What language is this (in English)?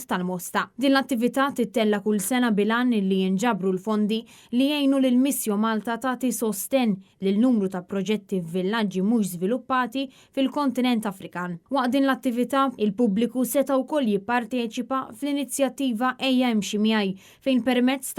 Maltese